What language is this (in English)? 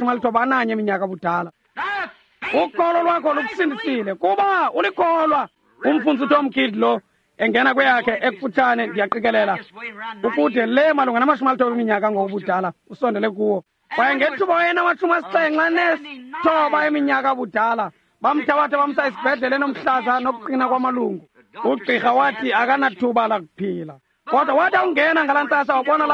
Xhosa